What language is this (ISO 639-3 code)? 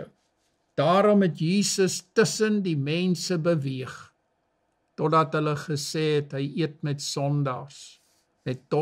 afr